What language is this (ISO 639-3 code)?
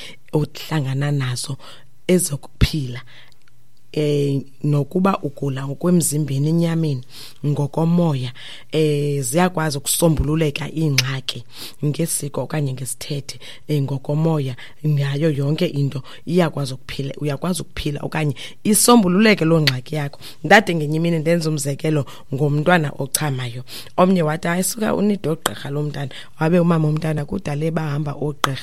xho